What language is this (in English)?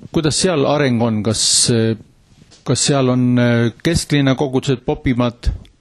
Estonian